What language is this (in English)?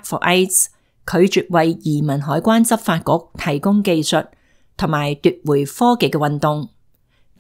Cantonese